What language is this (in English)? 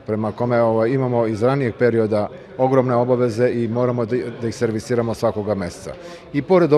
Serbian